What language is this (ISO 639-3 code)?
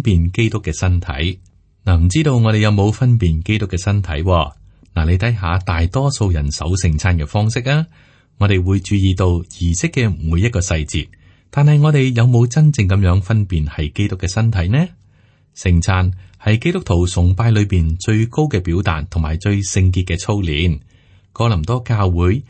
yue